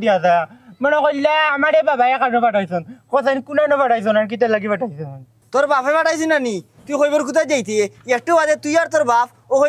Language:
Sylheti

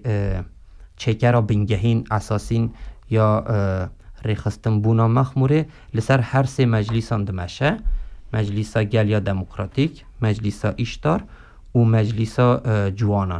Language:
Kurdish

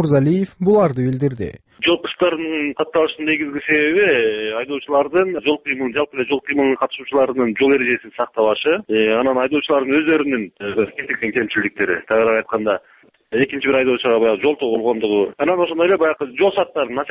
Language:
Kyrgyz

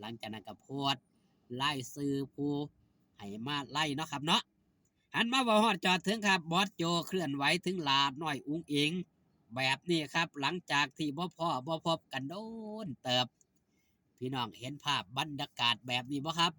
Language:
Northeastern Thai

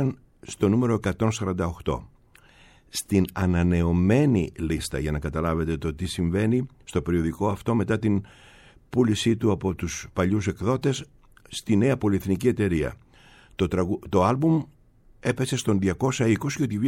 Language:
Greek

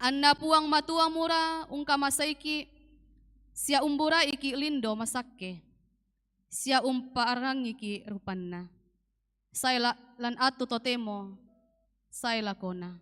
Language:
Toraja-Sa'dan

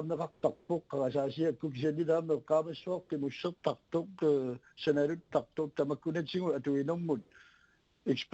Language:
Kalaallisut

